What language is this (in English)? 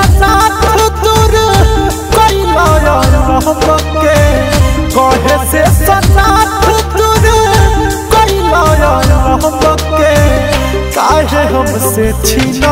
Bhojpuri